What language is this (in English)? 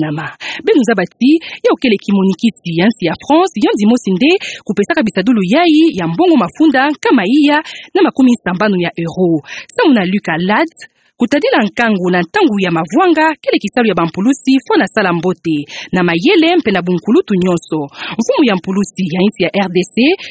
Kituba (Democratic Republic of Congo)